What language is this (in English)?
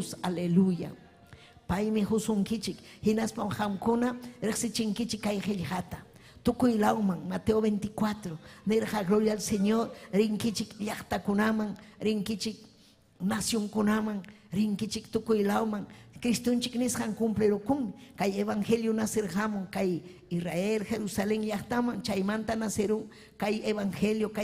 Ayacucho Quechua